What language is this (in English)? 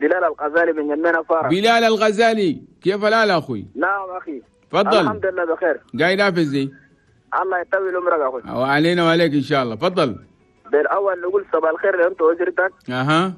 Chadian Arabic